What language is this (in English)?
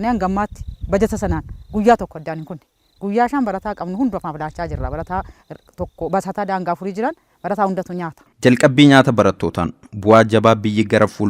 Oromo